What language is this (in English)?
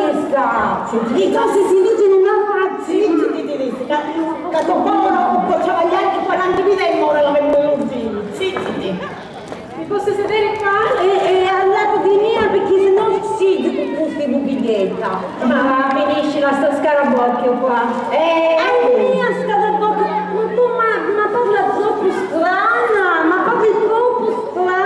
Sicilian